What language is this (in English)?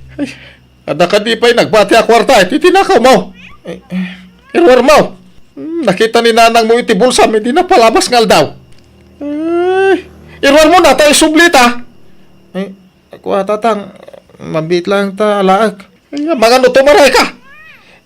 Iloko